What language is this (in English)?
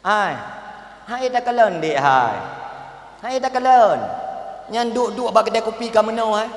Achinese